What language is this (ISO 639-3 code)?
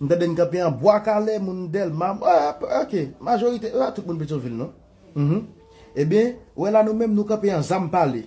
hat